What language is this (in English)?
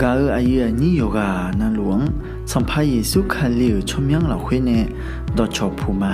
Akha